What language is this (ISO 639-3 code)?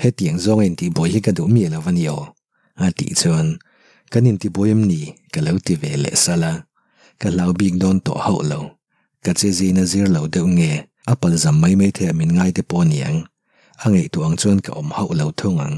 lus